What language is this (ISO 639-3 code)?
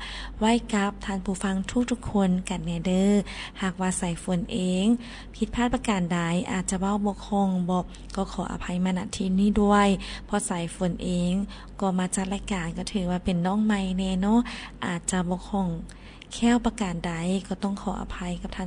lao